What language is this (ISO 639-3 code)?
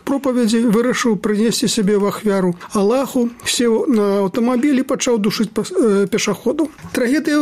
bel